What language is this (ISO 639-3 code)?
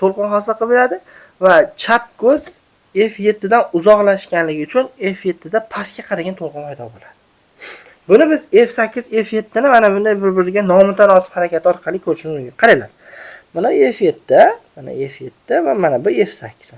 uzb